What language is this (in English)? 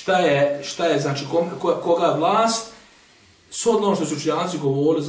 Bosnian